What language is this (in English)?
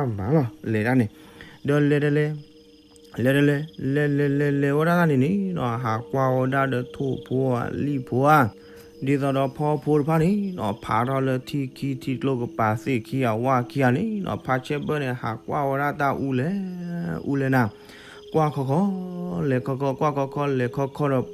S'gaw Karen